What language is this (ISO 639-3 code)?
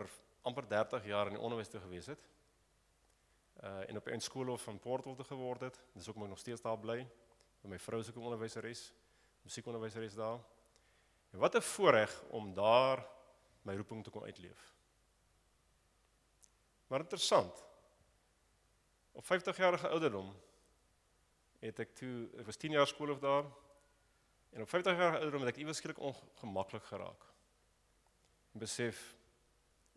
afr